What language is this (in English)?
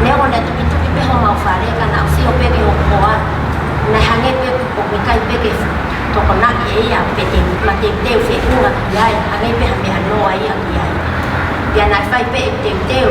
Tongan